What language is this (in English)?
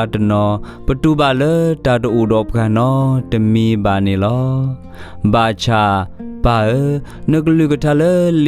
S'gaw Karen